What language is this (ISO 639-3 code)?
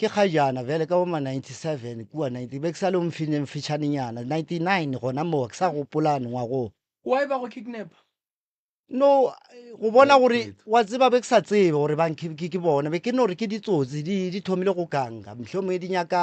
nso